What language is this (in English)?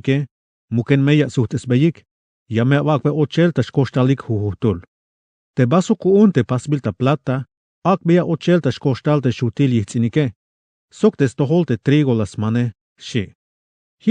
Tzeltal